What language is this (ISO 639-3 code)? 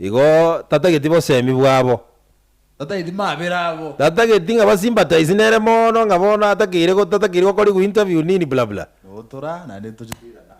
guz